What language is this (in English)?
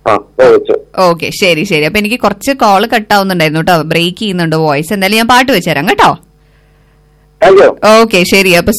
Malayalam